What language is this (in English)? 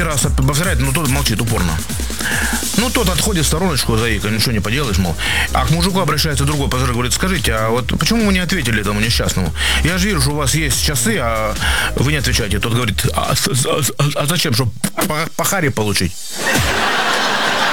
Russian